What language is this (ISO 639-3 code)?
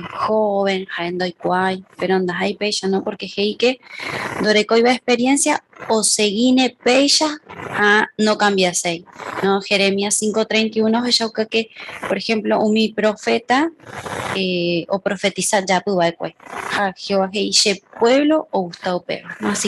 grn